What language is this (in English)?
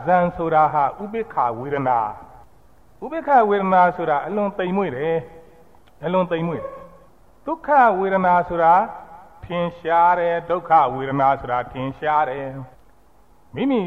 Burmese